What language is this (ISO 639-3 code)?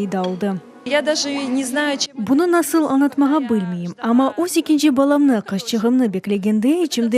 crh